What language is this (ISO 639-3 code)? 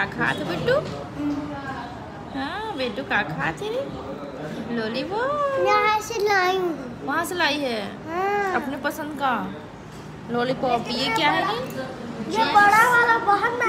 hne